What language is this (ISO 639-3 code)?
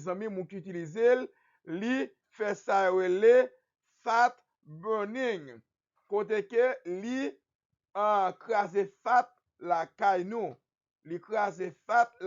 hat